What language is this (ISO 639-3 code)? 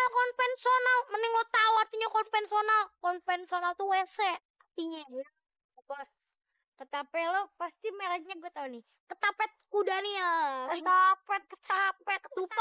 bew